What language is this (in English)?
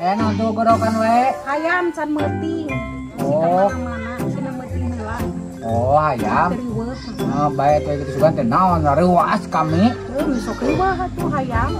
Sundanese